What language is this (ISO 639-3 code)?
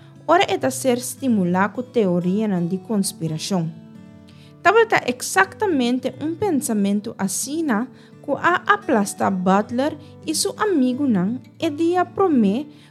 pap